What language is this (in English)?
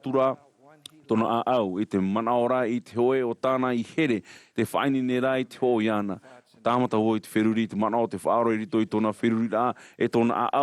Tahitian